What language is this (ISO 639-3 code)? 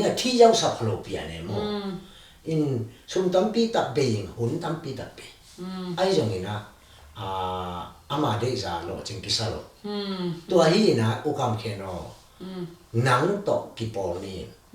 ctd